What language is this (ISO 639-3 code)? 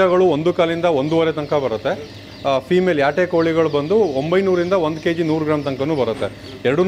kan